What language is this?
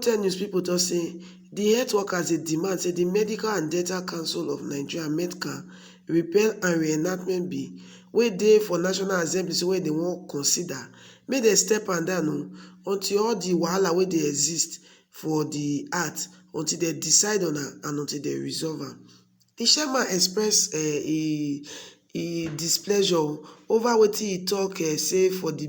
Nigerian Pidgin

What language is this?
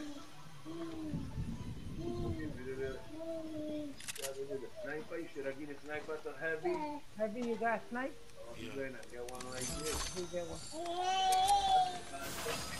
English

